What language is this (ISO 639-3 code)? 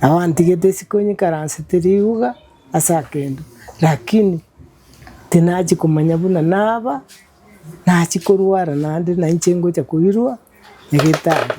guz